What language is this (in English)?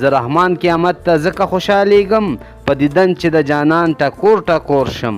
Pashto